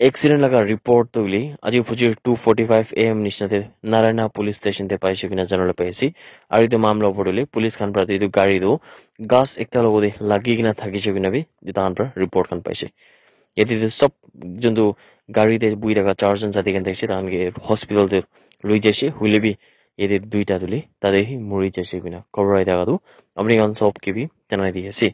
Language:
Naga Pidgin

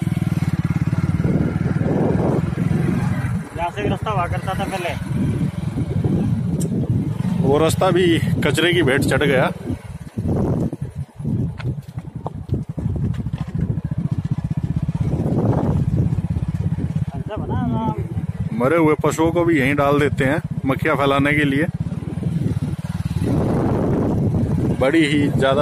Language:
Hindi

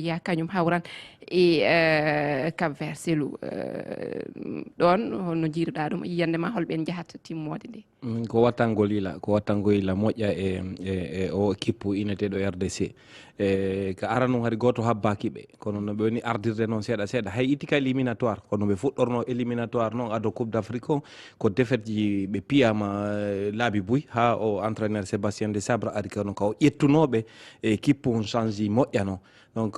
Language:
Fula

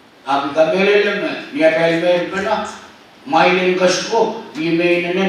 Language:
Pohnpeian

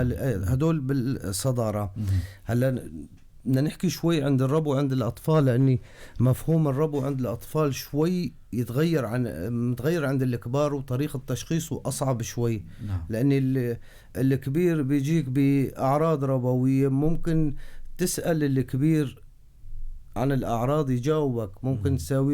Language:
North Levantine Arabic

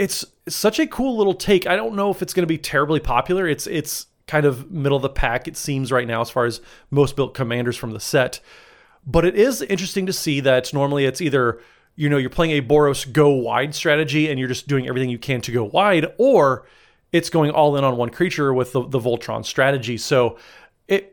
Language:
English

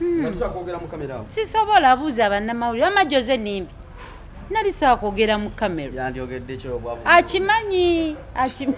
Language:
Ganda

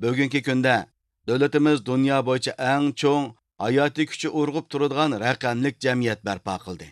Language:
Uyghur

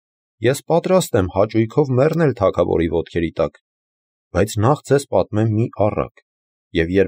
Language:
Armenian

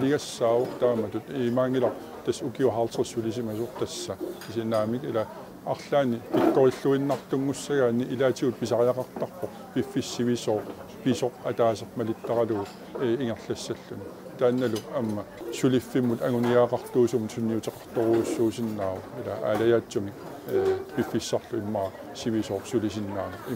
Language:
Kalaallisut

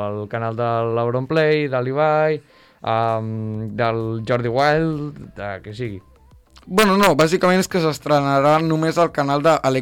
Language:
Catalan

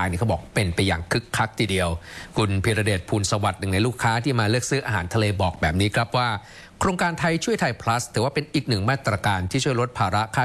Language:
Thai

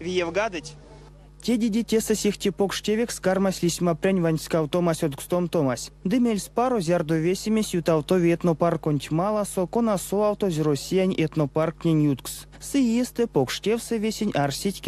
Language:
Erzya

